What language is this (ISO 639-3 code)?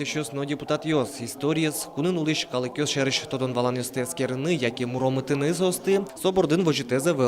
udm